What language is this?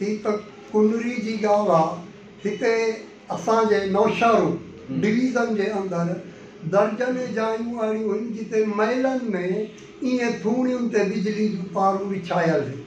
Sindhi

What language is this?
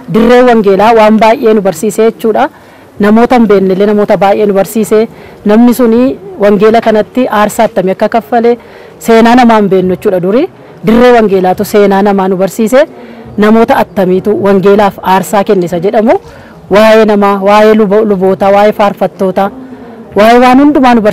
Oromo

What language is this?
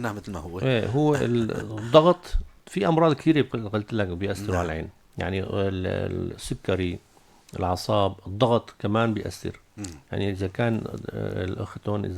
North Levantine Arabic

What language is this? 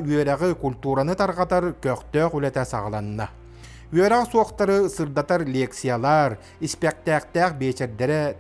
Yakut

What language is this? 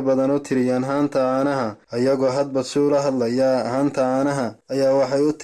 Somali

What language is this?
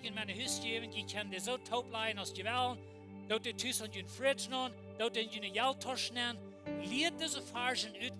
Plautdietsch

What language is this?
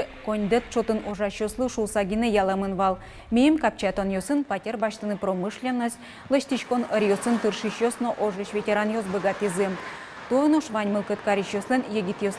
Udmurt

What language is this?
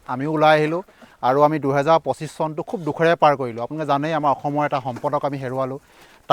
Assamese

